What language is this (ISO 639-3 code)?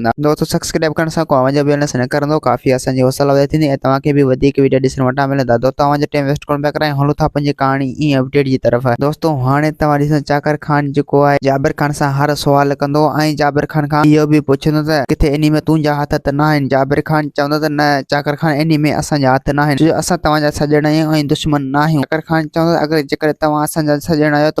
snd